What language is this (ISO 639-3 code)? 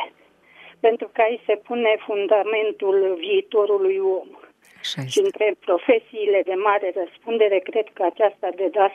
ron